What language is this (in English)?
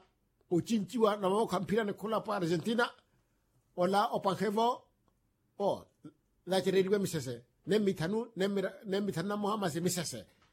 Makhuwa